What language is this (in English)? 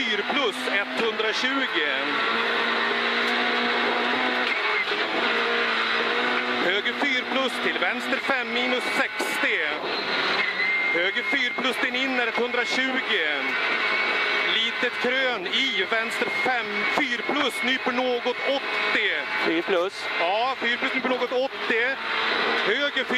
Swedish